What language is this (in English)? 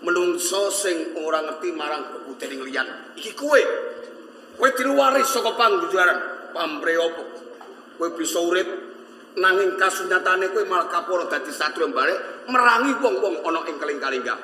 Javanese